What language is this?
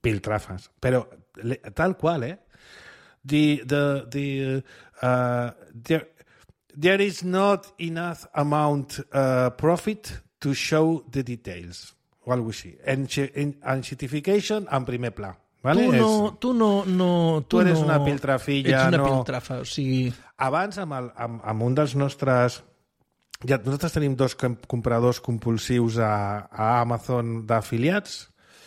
Catalan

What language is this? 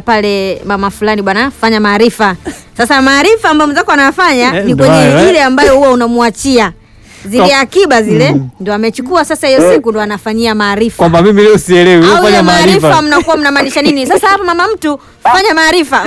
Swahili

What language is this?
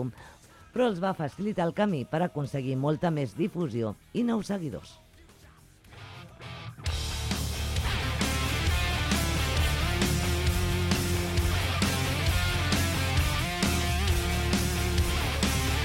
Catalan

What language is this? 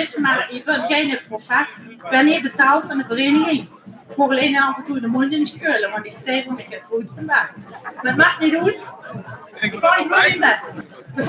Limburgish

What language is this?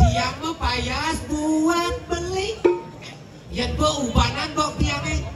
Balinese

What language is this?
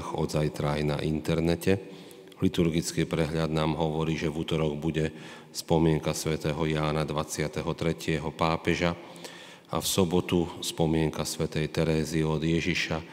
Slovak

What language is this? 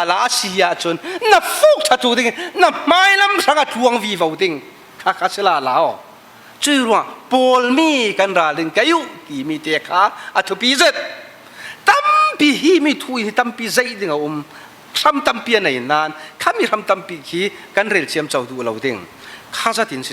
Falam Chin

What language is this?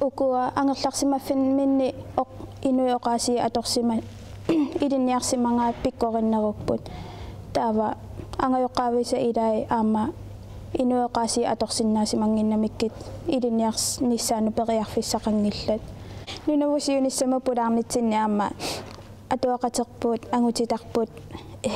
Kalaallisut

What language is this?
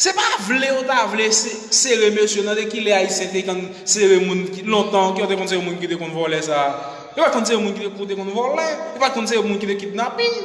Haitian Creole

